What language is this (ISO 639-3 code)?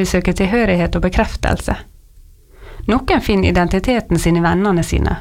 nor